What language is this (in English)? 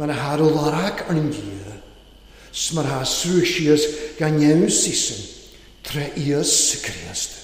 Welsh